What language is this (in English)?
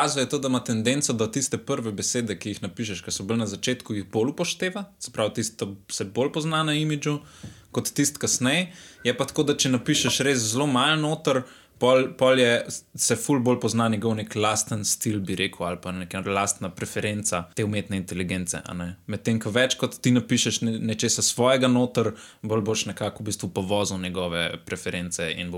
Slovenian